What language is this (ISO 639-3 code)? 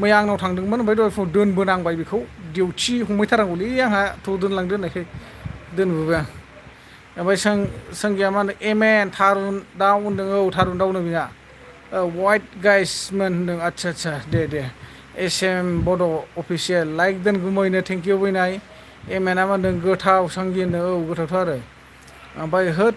brx